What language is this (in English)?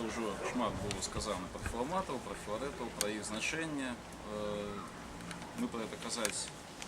Belarusian